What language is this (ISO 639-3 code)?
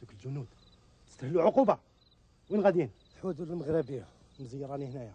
arq